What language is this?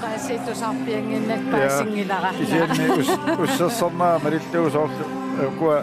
Kalaallisut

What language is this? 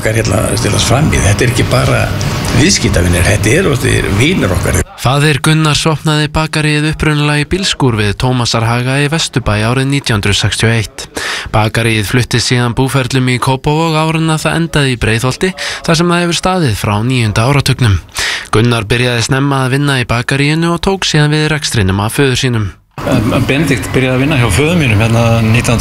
Icelandic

